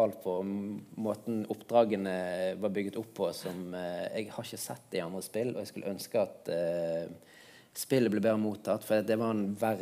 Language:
Norwegian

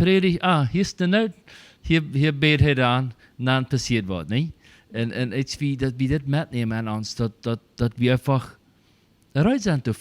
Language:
Plautdietsch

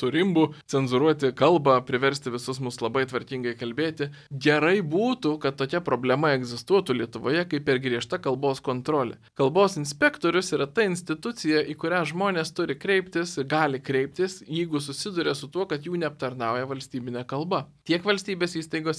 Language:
Lithuanian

